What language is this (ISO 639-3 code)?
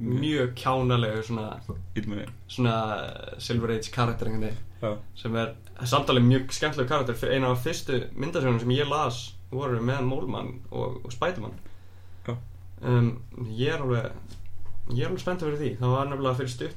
isl